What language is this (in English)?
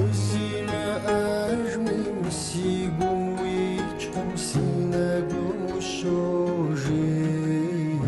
Kabardian